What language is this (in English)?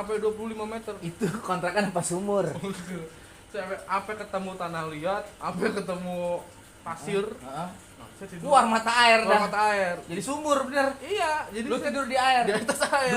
Betawi